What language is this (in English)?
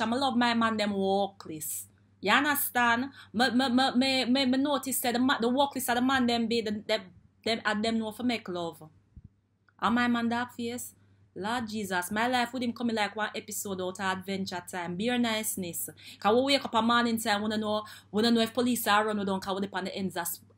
Jamaican Creole English